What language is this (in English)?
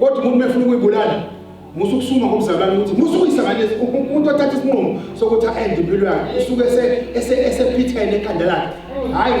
Zulu